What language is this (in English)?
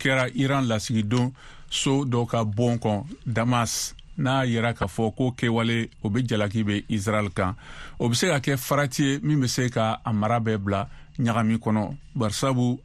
Bambara